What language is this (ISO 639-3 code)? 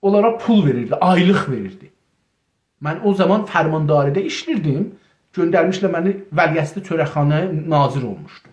azb